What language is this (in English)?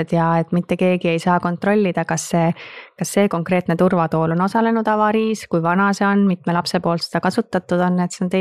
Estonian